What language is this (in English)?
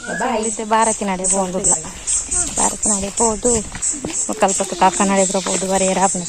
Tulu